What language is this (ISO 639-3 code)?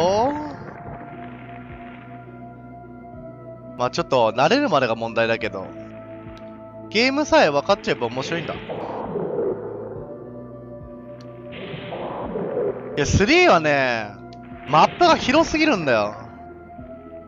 jpn